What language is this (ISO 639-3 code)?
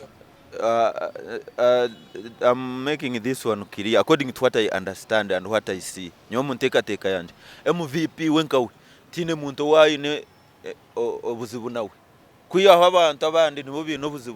nyn